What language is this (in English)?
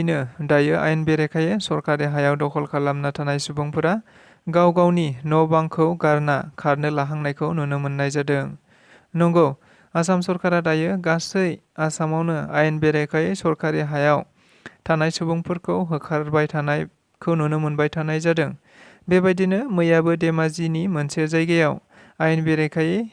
Bodo